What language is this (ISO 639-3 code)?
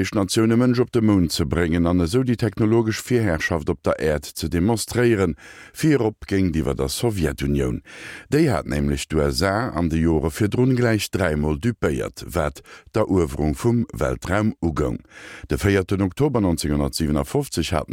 ltz